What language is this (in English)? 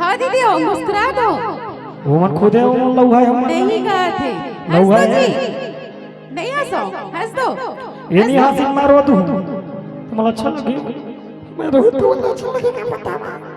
Chhattisgarhi